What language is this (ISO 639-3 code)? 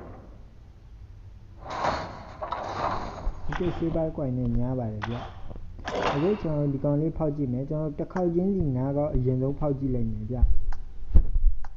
mya